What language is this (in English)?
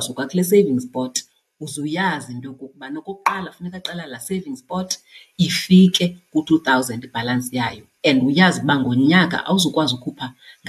Xhosa